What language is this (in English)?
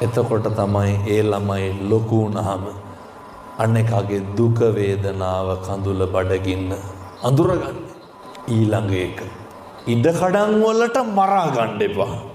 Sinhala